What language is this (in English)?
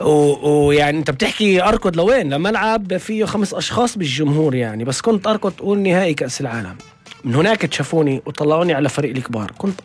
North Levantine Arabic